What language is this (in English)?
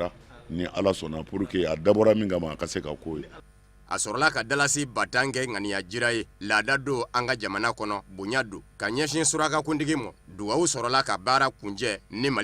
Bambara